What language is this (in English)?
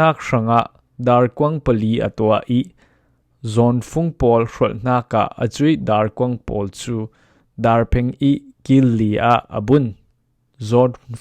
Falam Chin